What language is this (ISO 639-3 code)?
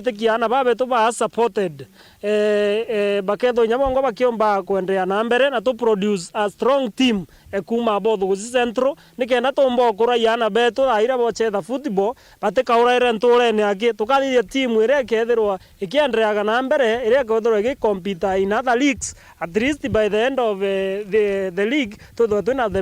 mer